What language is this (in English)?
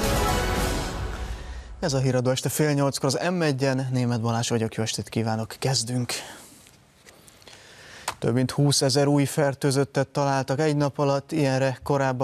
Hungarian